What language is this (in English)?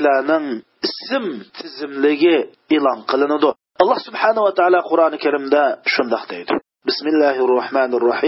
Uyghur